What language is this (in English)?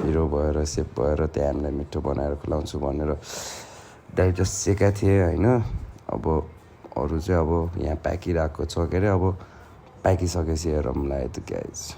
Nepali